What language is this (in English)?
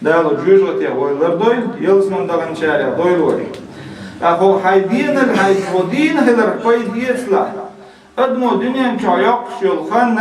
Chechen